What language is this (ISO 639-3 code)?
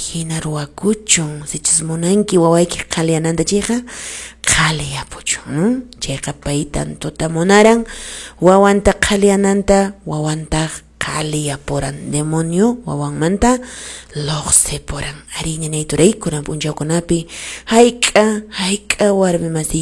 que